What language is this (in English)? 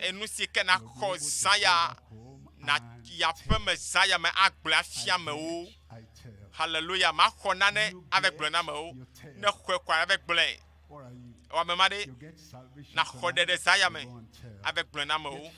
Ewe